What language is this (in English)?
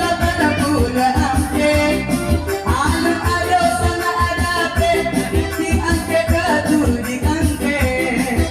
Minangkabau